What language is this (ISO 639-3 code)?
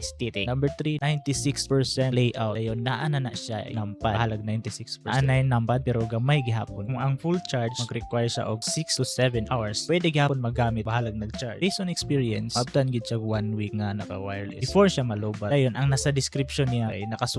ceb